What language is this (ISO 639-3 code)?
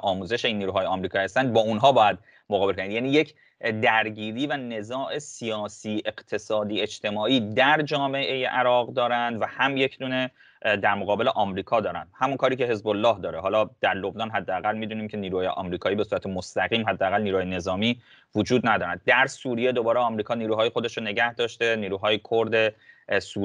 fas